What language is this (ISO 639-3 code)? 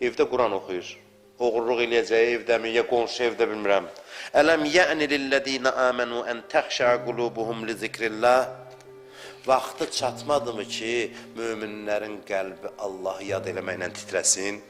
aze